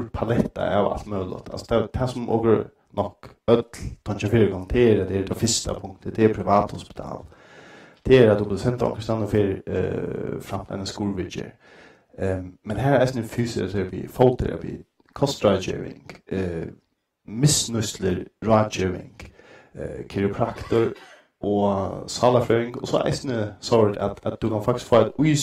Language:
Faroese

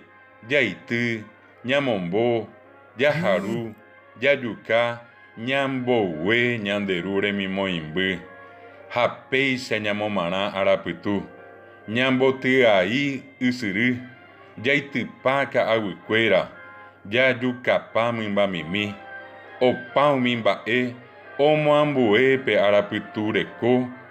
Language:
Guarani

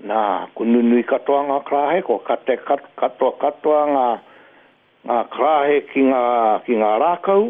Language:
Māori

